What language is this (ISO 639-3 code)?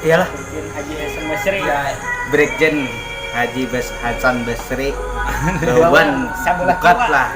bjn